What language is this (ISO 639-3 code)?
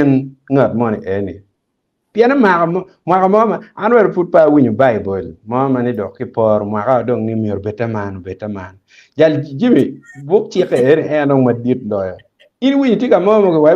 ach